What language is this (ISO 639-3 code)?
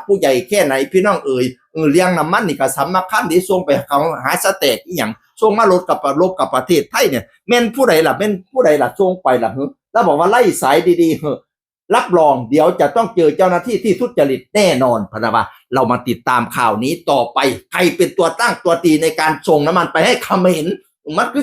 tts